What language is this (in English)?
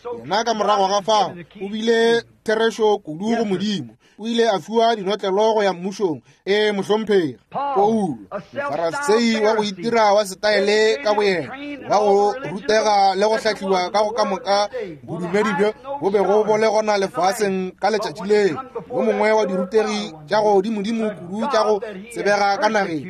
Northern Sotho